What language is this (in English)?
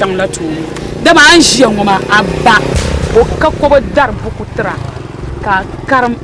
Dagbani